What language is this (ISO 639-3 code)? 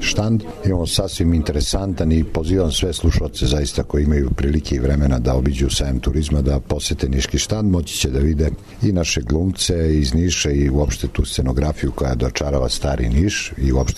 srp